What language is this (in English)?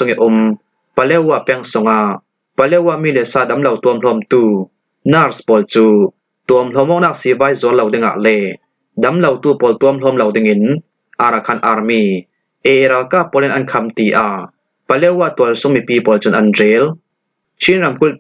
Falam Chin